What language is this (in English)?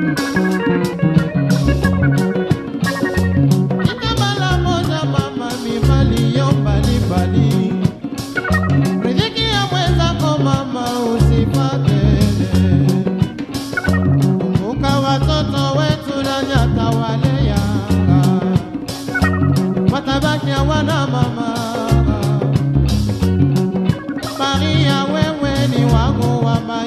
Swahili